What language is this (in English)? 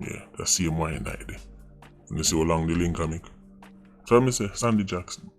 Jamaican Creole English